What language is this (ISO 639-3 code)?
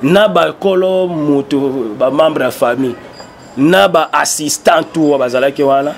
lin